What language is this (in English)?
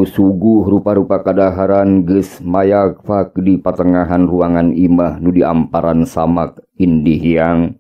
Sundanese